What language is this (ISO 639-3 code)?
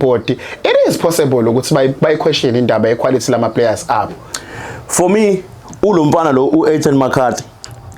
zul